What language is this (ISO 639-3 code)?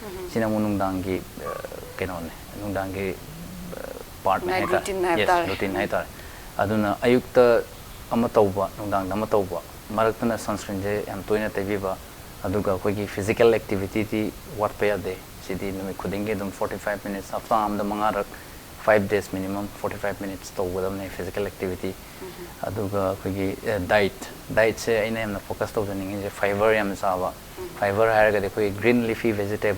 mni